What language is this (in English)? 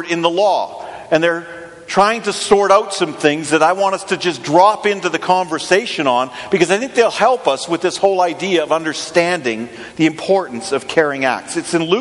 English